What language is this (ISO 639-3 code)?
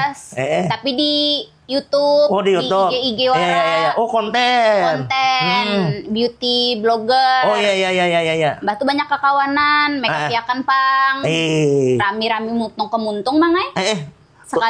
bjn